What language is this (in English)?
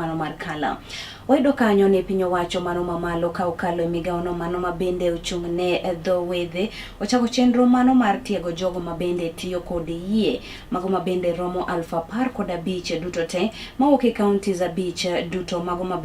Luo (Kenya and Tanzania)